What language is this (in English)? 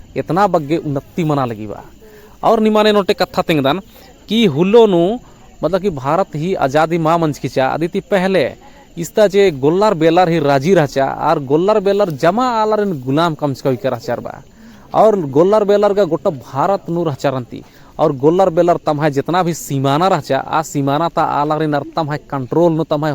Kurukh